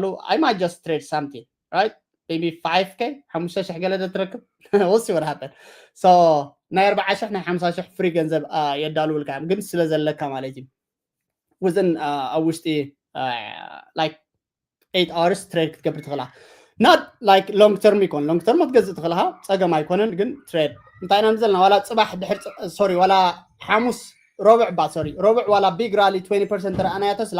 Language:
Tigrinya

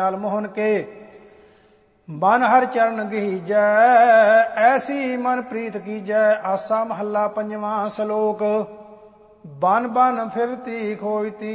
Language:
Punjabi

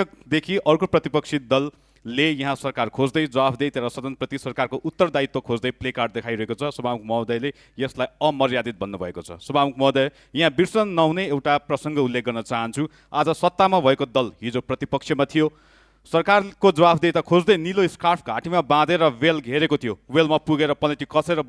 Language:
Nepali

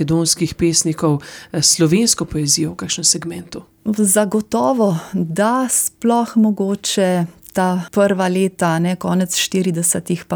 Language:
Slovenian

